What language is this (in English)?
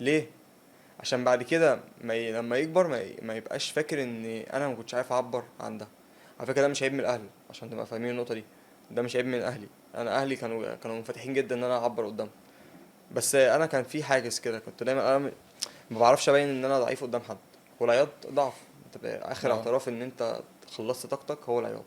Egyptian Arabic